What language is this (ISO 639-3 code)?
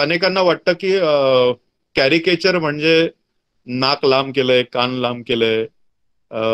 mar